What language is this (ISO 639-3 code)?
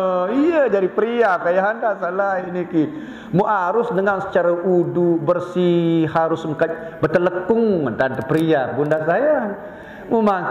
sas